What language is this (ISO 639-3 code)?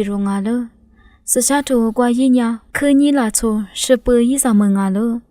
lis